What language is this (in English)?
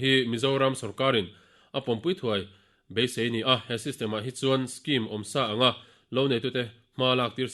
Mizo